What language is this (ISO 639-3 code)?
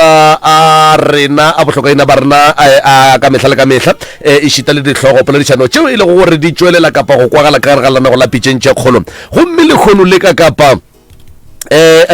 nso